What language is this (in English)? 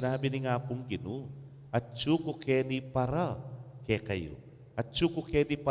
Pampanga